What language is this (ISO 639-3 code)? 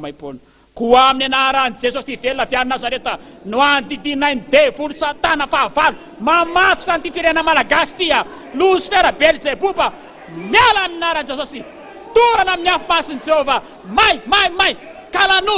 mlg